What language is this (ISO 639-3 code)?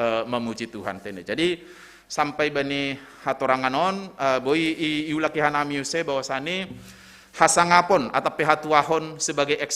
bts